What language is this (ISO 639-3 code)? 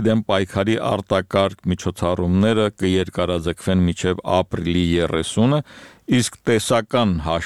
hye